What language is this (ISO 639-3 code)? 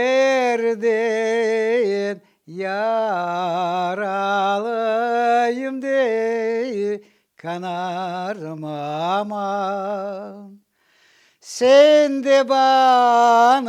crh